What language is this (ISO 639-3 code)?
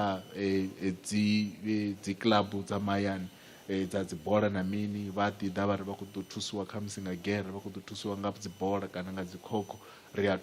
ven